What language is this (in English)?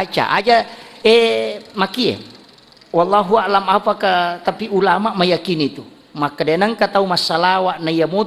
Buginese